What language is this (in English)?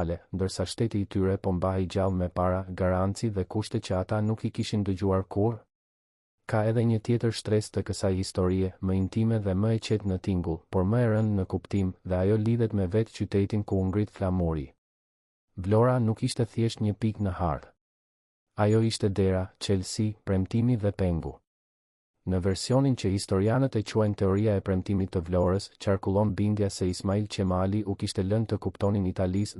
Albanian